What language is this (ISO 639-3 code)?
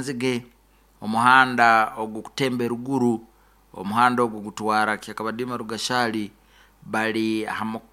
nyo